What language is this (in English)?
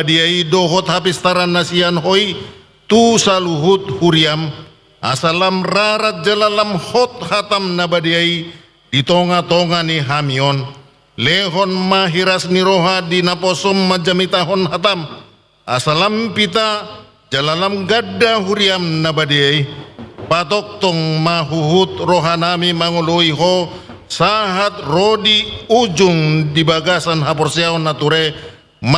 Batak Toba